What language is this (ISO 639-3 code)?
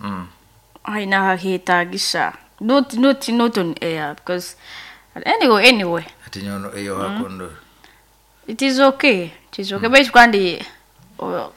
nyo